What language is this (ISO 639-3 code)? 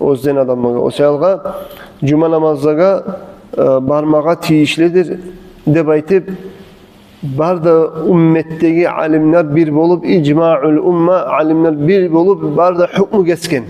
kum